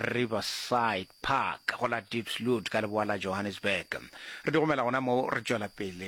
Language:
Northern Sotho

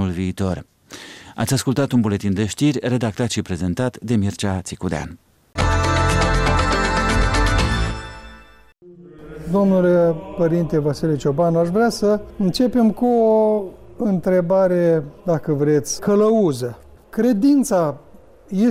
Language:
Romanian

